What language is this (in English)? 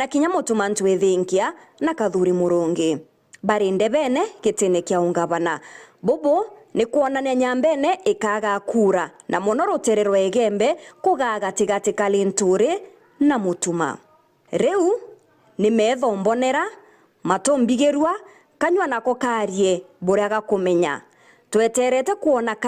Meru